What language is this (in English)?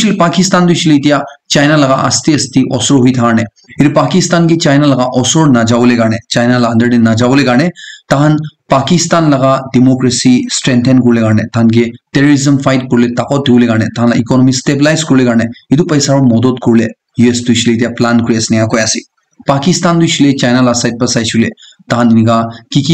Naga Pidgin